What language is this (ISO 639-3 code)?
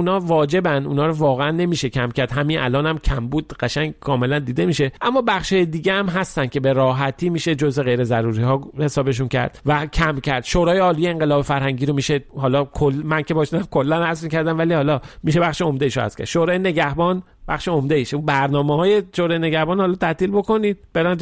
fas